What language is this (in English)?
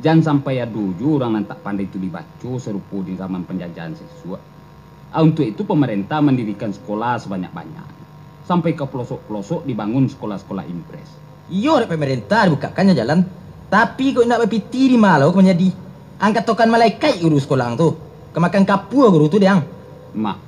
Minangkabau